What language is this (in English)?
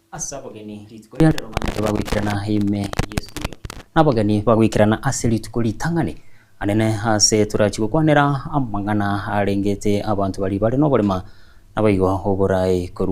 Gusii